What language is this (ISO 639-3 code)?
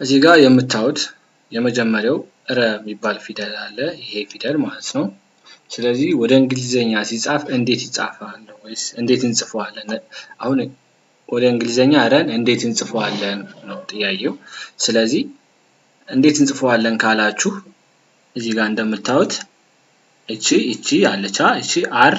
amh